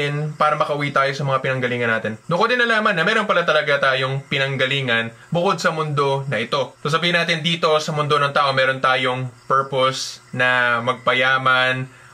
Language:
Filipino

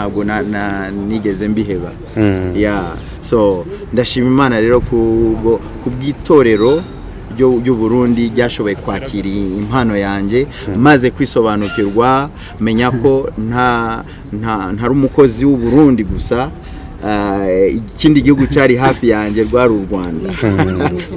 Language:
Kinyarwanda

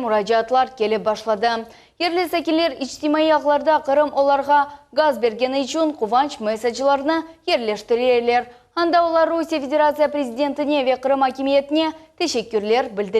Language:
Crimean Tatar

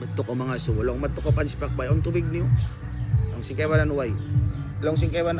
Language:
Tausug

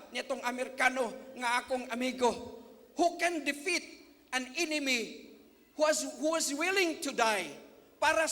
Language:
Cebuano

